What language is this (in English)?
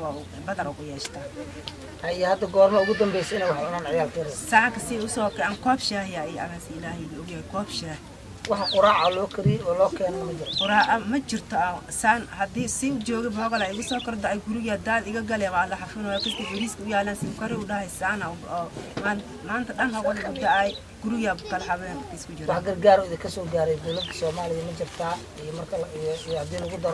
Somali